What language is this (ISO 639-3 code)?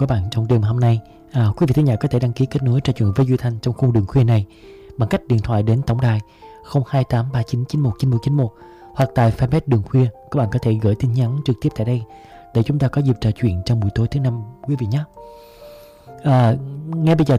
vie